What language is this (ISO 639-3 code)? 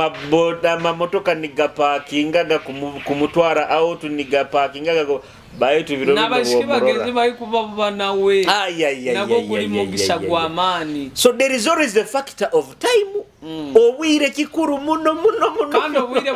nyo